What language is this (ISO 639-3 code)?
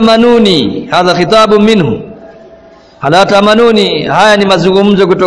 swa